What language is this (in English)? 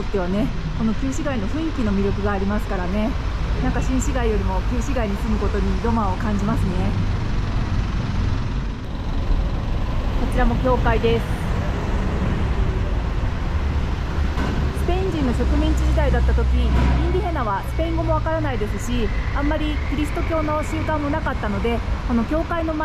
Japanese